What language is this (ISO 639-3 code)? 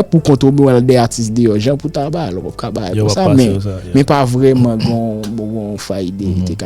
hat